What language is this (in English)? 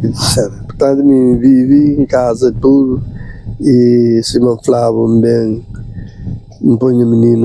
Kabuverdianu